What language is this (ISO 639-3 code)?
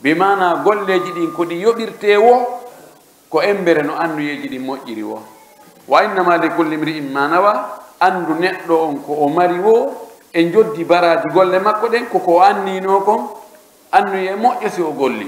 fuf